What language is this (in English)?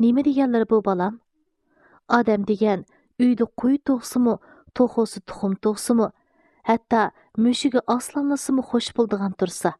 Uyghur